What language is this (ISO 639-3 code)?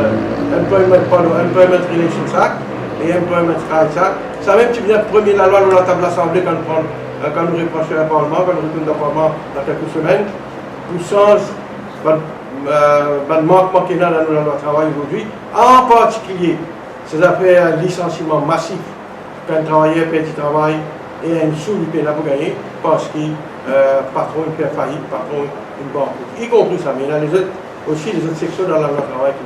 mfe